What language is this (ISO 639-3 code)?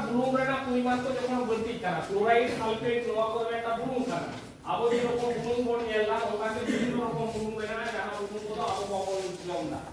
sat